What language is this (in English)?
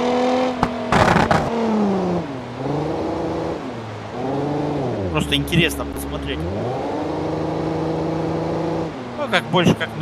Russian